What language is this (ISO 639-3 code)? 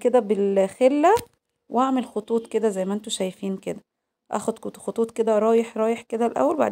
arz